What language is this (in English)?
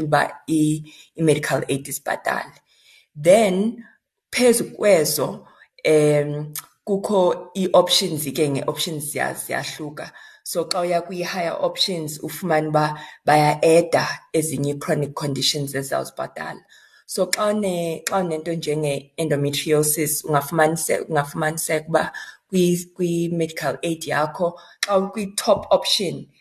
Xhosa